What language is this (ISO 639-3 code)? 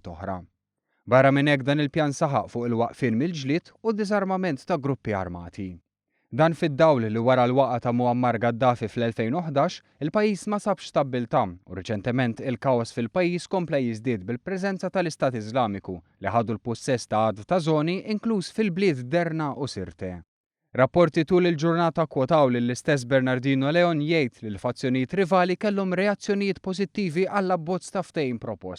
mlt